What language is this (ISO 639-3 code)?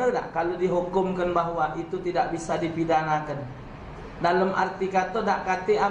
mui